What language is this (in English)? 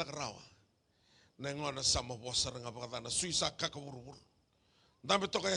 Fijian